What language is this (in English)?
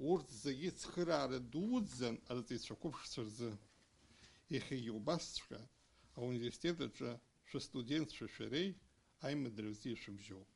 Abkhazian